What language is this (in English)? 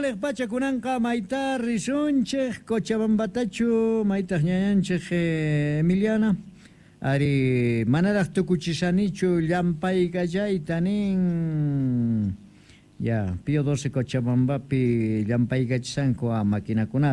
Quechua